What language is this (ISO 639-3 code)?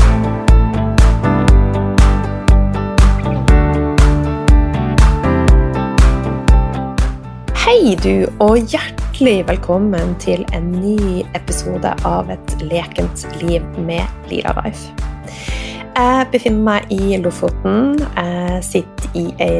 nor